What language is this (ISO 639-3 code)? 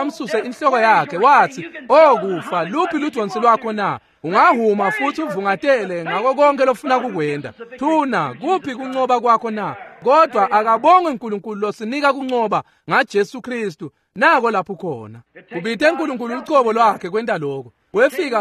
ssw